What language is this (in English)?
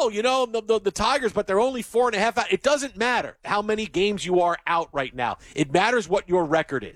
English